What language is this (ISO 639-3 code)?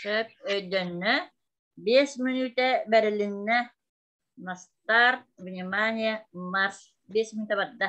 sah